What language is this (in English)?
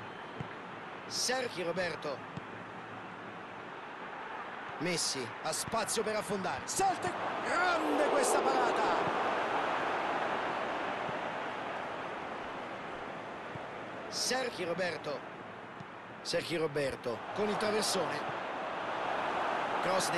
Italian